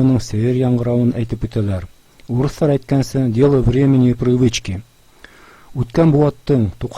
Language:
Bashkir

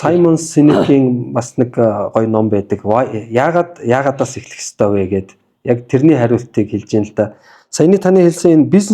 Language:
Mongolian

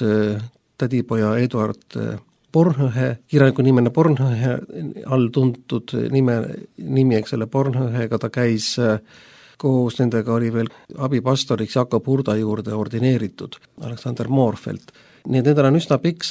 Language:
Estonian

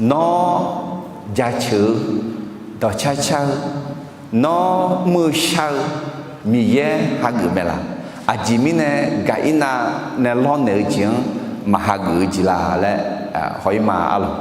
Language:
Akha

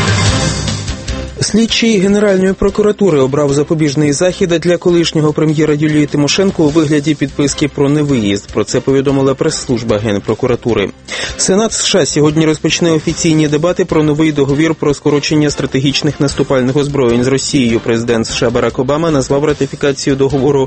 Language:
Ukrainian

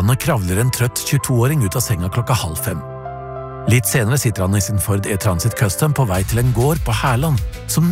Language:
Norwegian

